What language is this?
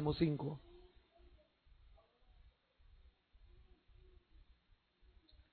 Spanish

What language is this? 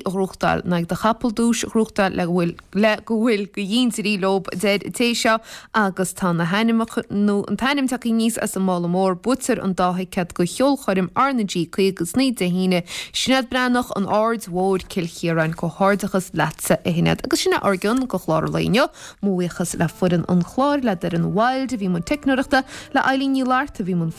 Irish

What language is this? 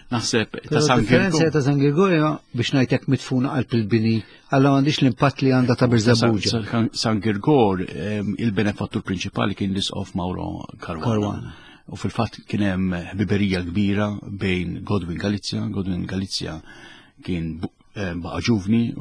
Maltese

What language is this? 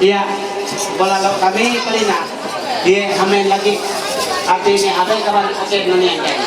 Ma'anyan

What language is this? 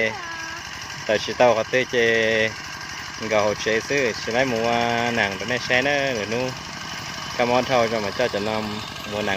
Hmong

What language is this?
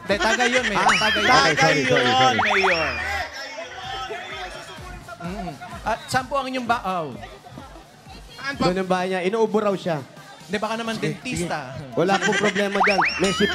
Filipino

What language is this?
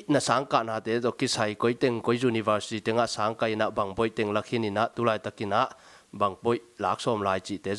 Tedim Chin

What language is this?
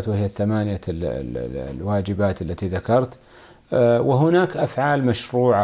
Arabic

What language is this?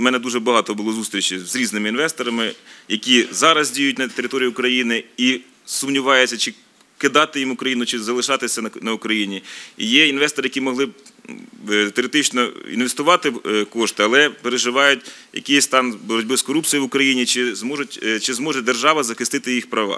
Ukrainian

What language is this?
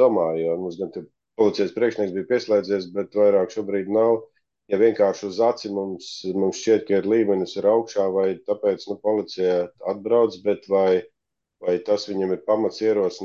Latvian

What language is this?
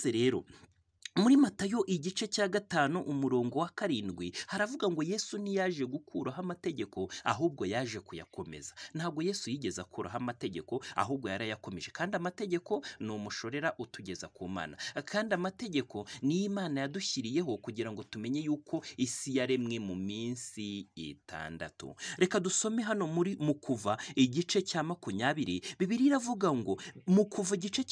Kinyarwanda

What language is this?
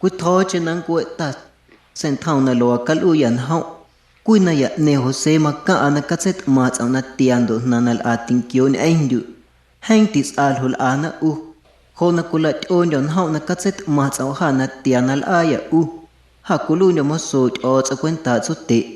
Guerrero Amuzgo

